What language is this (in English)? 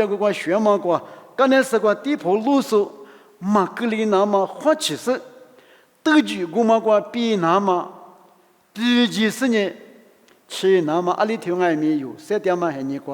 Lisu